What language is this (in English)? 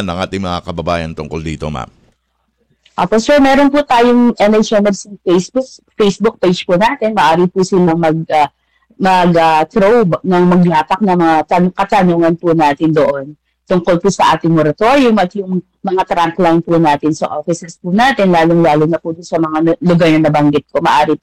Filipino